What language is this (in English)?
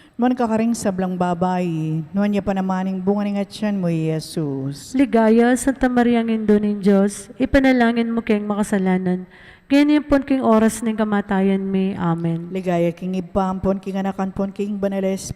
Pampanga